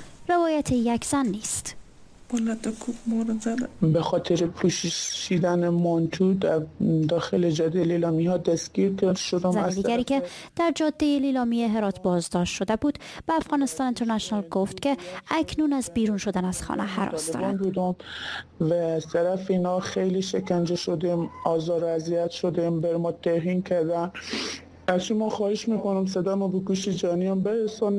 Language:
Persian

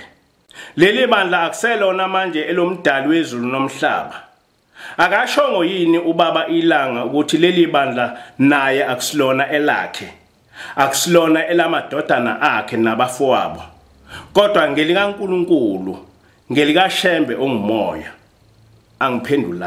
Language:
Zulu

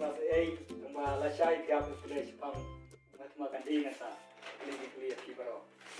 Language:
Khasi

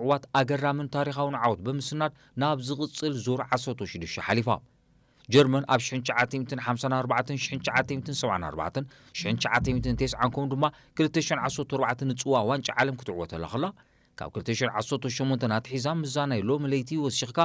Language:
Tigrinya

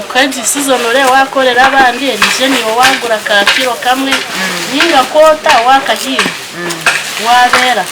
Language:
Nyankole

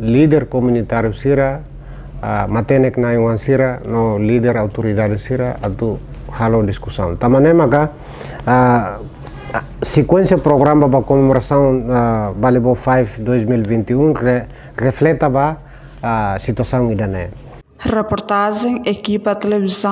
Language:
Tetum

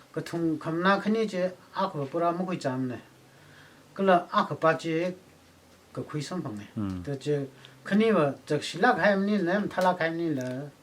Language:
Tangkhul Naga (India)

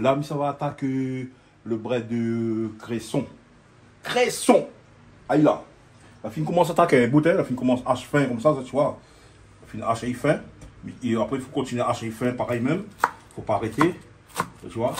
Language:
Réunion Creole French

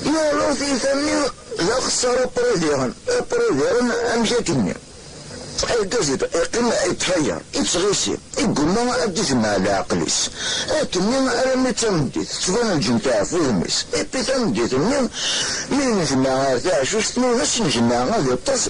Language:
Kabyle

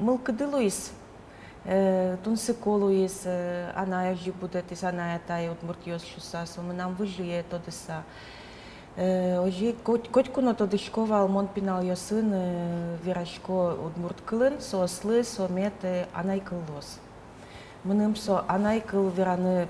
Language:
Udmurt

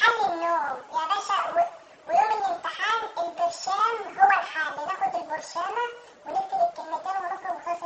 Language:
Egyptian Arabic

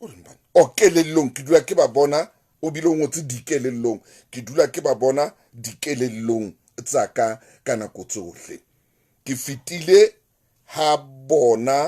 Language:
Southern Sotho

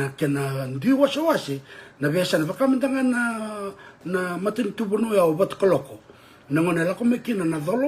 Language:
Fijian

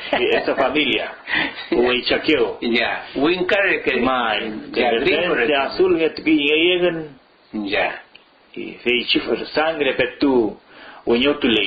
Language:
Mapuche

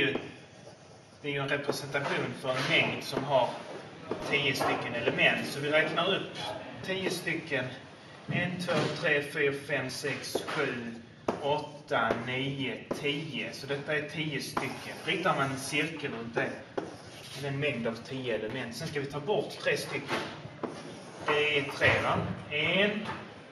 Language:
Swedish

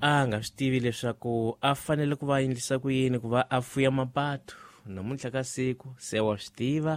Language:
Tsonga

